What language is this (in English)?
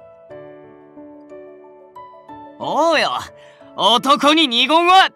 Japanese